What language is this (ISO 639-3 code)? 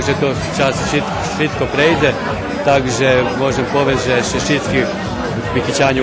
rue